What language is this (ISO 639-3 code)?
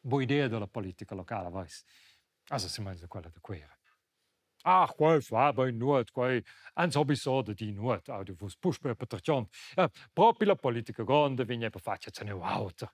roh